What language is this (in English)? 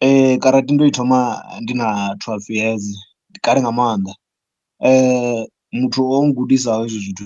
Venda